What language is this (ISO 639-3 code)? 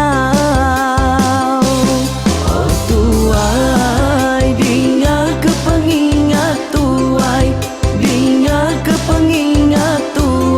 iba